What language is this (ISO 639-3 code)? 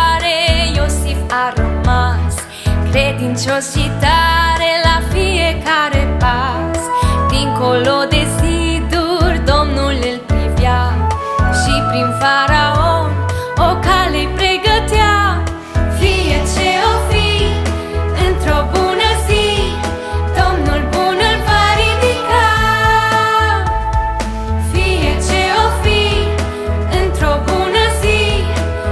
ron